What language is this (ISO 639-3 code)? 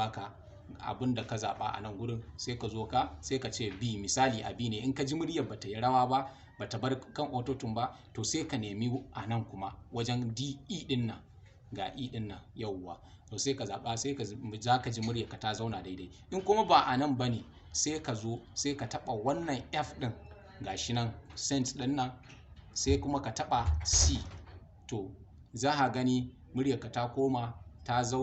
hau